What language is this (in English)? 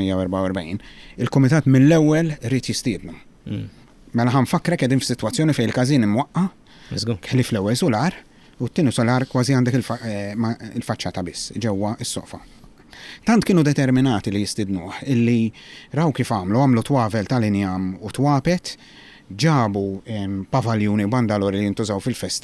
Maltese